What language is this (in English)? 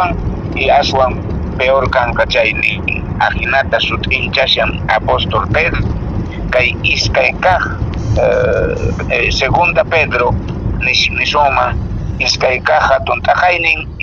Quechua